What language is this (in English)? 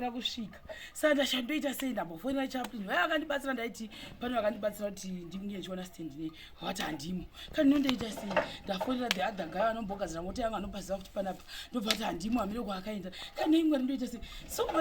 Shona